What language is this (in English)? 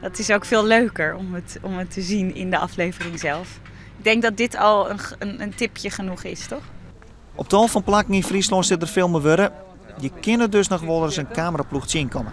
Western Frisian